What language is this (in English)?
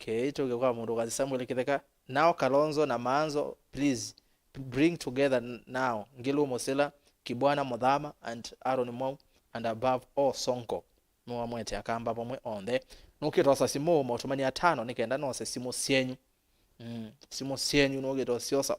Kamba